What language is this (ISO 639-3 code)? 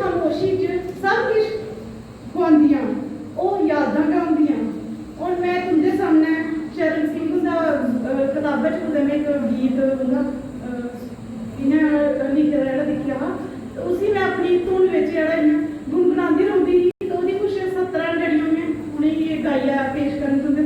doi